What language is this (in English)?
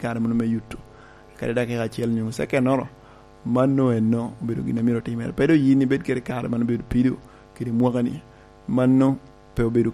Lango (Uganda)